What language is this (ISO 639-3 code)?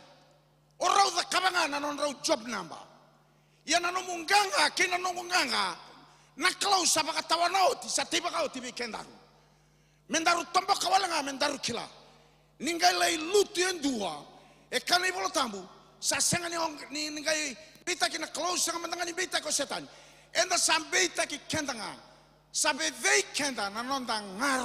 fij